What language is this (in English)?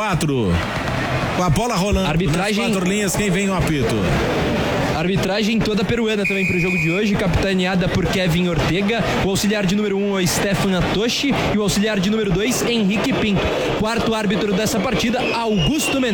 Portuguese